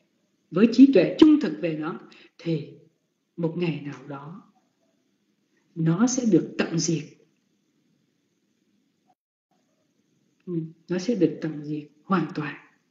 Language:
Vietnamese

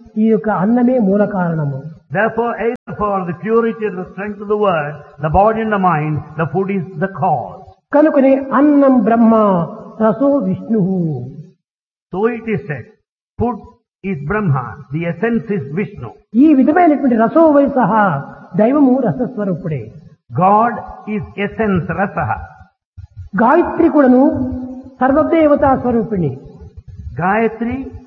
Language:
Telugu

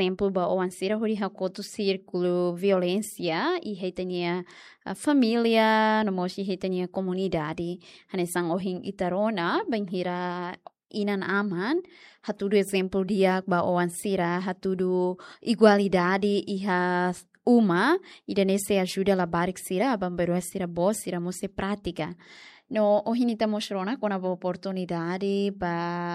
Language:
Tetum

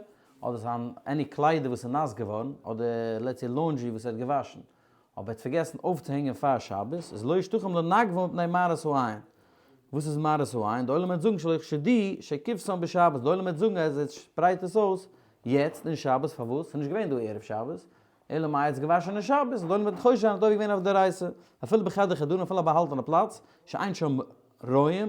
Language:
Yiddish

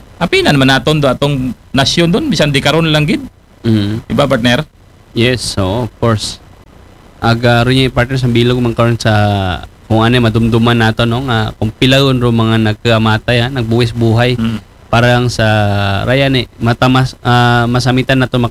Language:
Aklanon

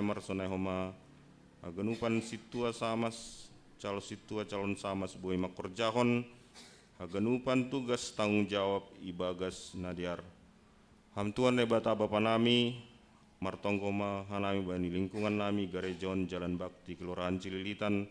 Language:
Batak Simalungun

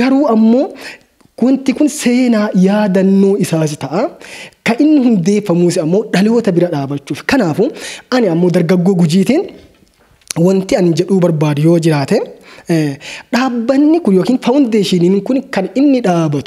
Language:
Oromo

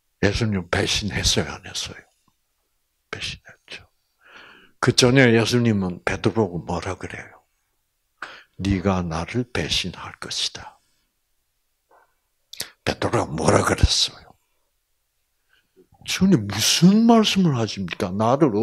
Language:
Korean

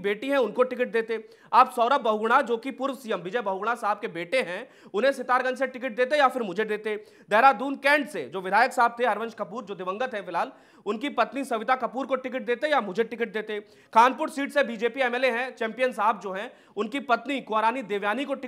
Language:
Hindi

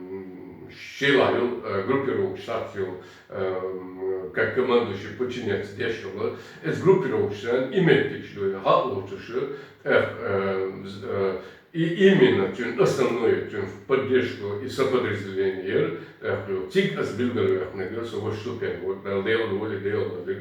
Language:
Chechen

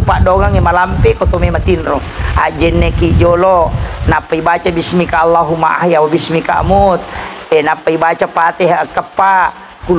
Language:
Buginese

